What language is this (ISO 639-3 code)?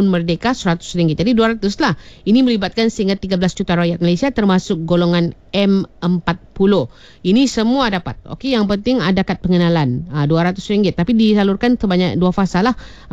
msa